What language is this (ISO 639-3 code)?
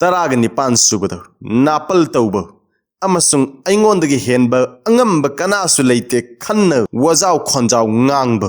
mni